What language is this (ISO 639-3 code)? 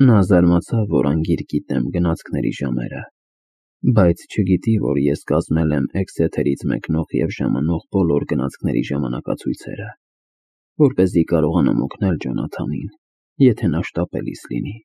hye